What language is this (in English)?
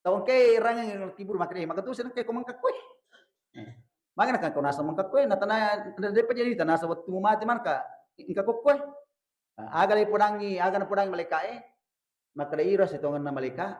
Buginese